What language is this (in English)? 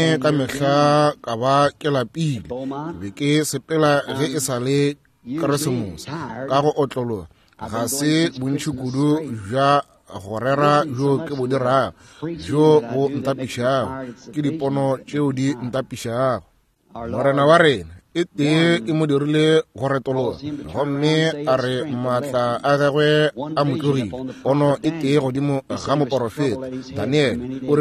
Northern Sotho